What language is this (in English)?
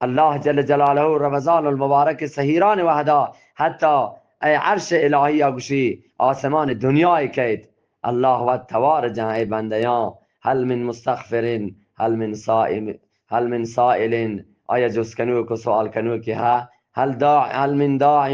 Eastern Balochi